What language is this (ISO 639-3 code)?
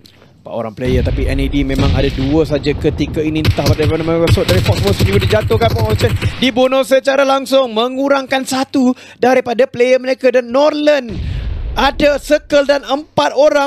msa